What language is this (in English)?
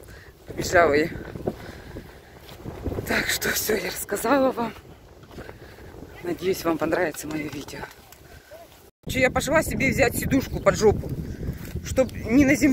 Russian